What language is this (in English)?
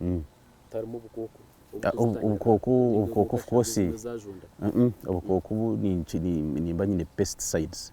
Nyankole